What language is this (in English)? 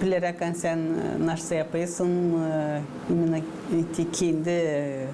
Gagauz